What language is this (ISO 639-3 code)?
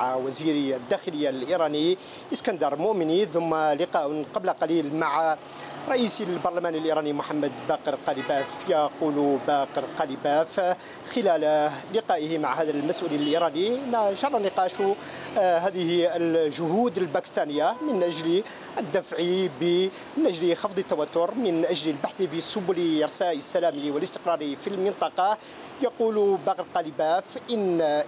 ara